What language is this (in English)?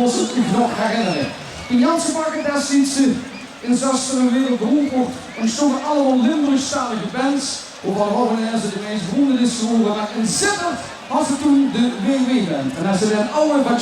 Limburgish